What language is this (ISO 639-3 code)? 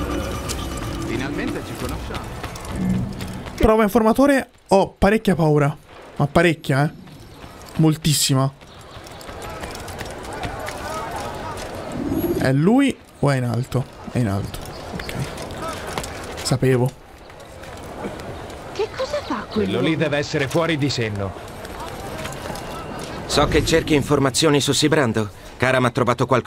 ita